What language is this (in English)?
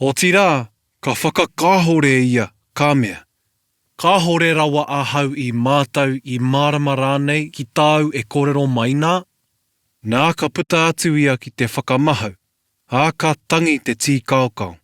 Māori